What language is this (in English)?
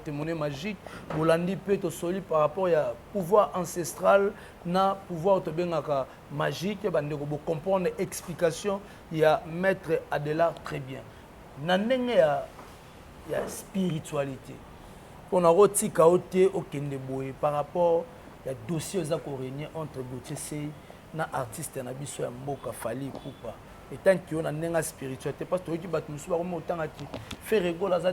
Lingala